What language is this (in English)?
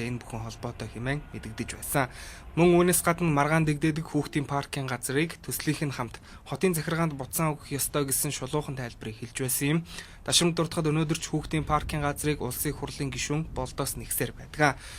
Mongolian